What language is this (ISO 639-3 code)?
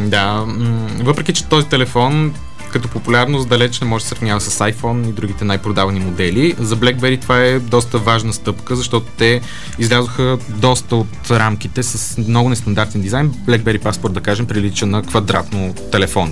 bul